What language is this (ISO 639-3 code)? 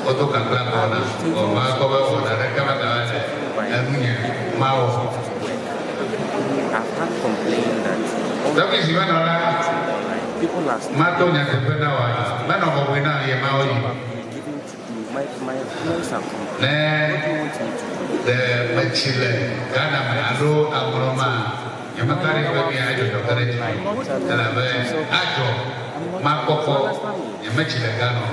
ewe